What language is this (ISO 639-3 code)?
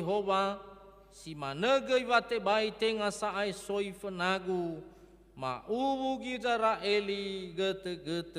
nia